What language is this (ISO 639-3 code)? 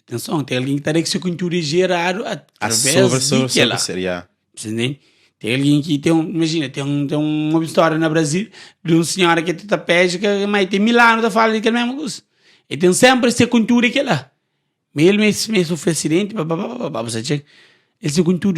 kea